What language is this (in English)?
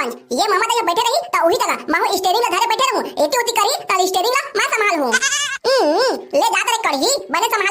Chhattisgarhi